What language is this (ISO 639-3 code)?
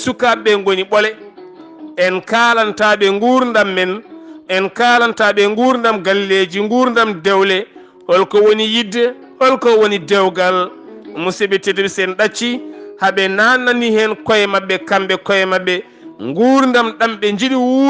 ful